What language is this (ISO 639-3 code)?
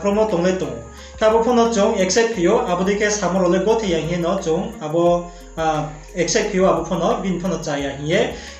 ria